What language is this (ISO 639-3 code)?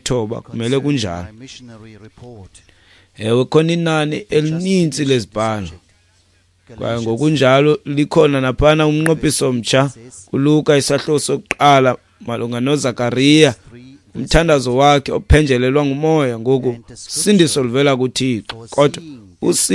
xho